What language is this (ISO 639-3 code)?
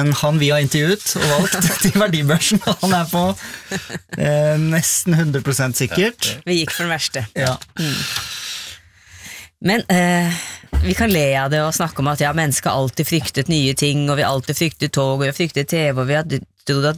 nor